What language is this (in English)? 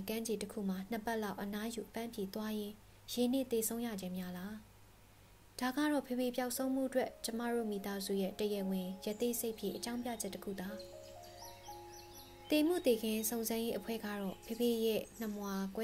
Burmese